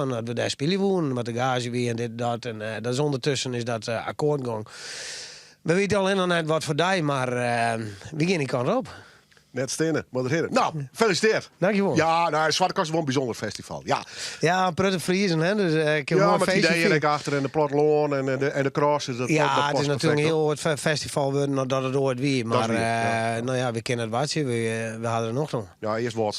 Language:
Western Frisian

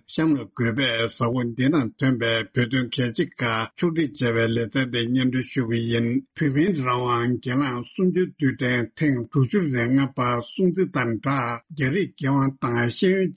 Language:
Tibetan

